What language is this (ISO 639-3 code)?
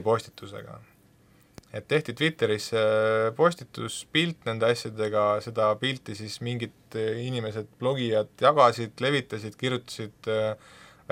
est